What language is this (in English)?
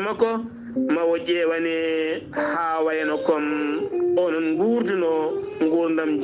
Fula